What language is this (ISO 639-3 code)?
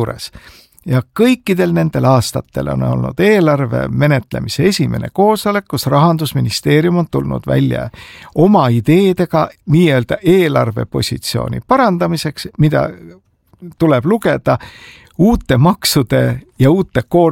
est